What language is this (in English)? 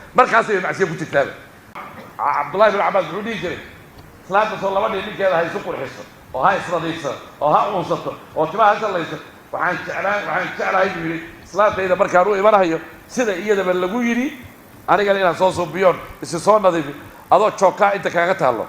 Somali